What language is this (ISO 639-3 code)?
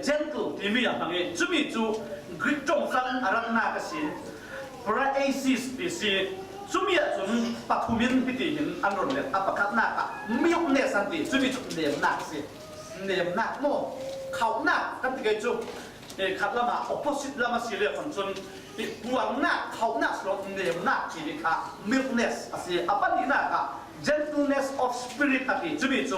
cfm